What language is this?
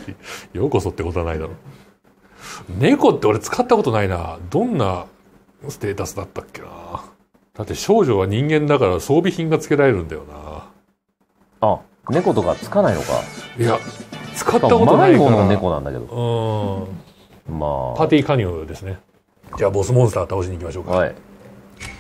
Japanese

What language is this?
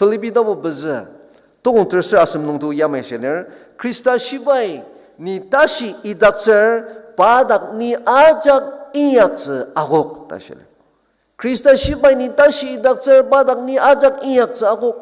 Ao Naga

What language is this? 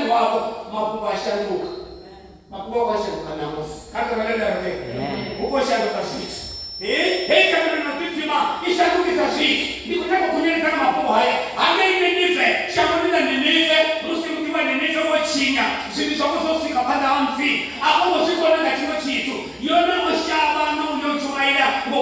Venda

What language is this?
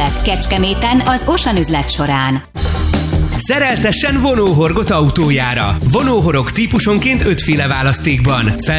Hungarian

